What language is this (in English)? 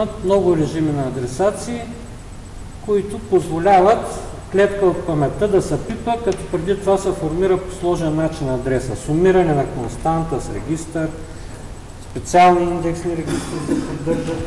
Bulgarian